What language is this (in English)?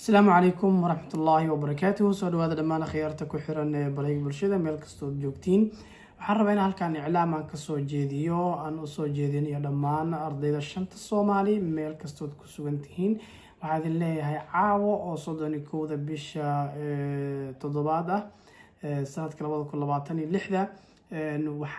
Somali